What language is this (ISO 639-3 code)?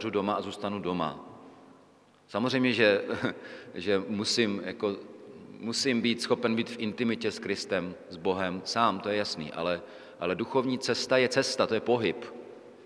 ces